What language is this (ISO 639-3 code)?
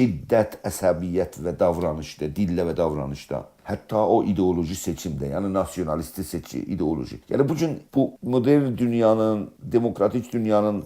azb